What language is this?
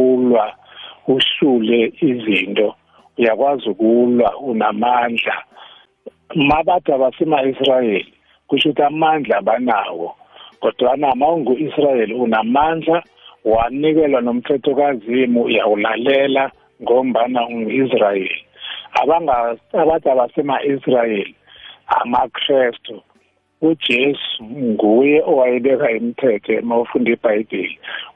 South Ndebele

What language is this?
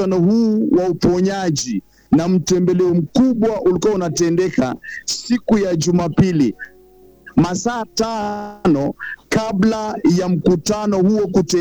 Swahili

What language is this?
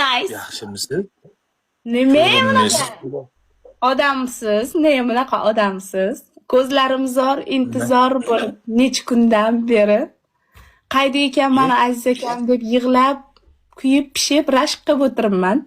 Uzbek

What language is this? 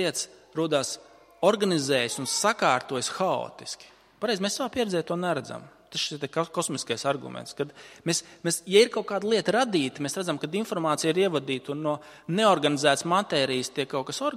Latvian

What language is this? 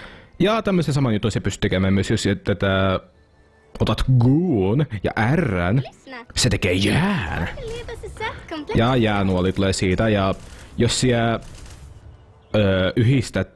Finnish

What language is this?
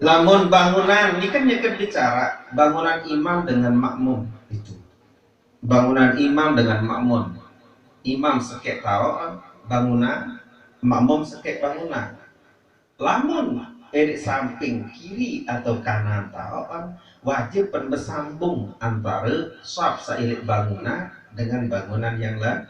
Sasak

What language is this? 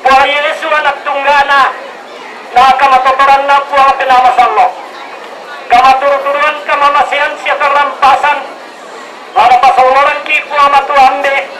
Toraja-Sa'dan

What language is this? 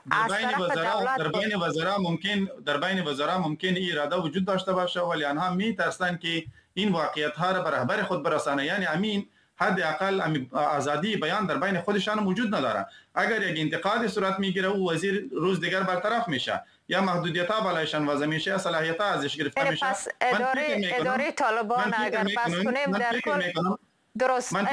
Persian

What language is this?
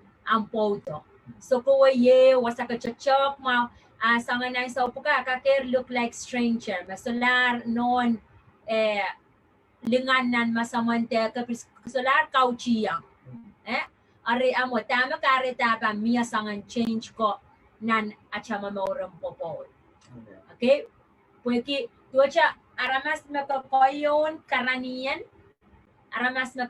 Pohnpeian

